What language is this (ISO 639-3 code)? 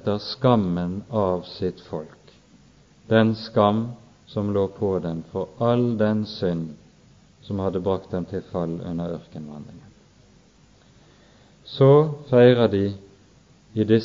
nor